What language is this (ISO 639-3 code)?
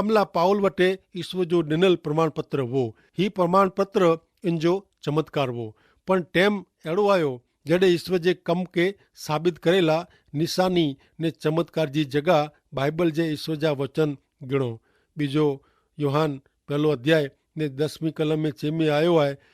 kfr